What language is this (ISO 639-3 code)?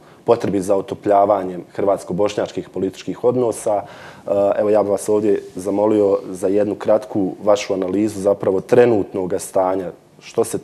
hrv